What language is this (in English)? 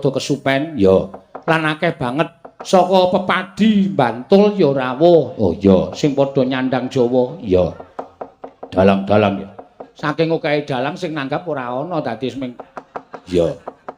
Javanese